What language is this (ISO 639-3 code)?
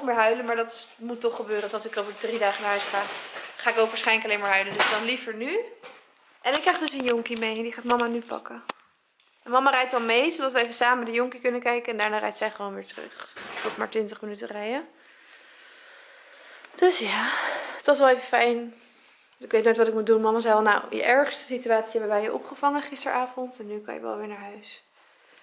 nld